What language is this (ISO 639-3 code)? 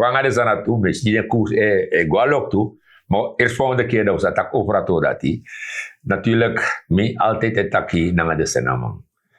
srn